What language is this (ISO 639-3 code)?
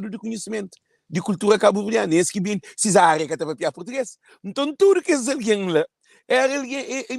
kea